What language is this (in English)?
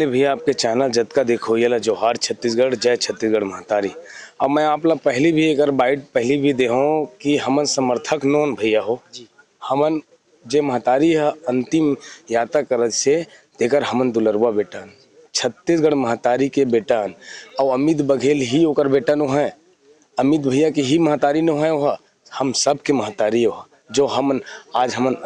Chhattisgarhi